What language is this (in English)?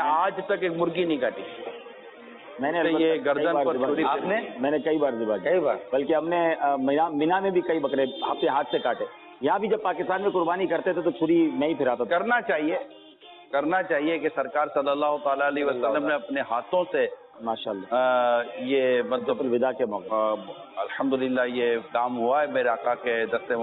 Urdu